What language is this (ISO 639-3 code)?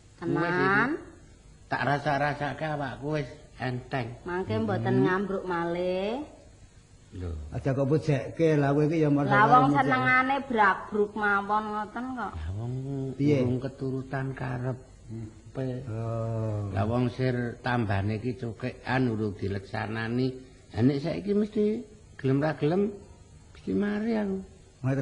jav